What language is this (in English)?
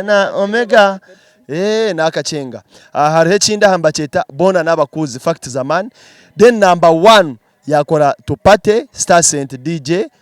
Nyankole